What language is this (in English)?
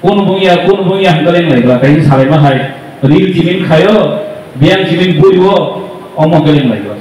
Kok Borok